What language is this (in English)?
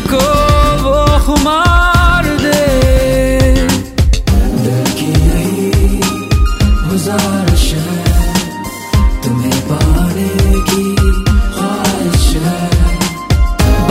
Hindi